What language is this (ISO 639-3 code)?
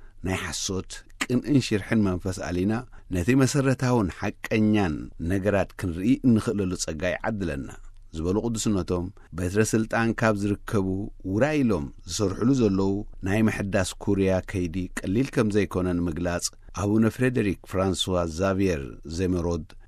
tir